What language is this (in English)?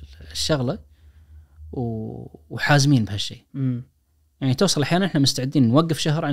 Najdi Arabic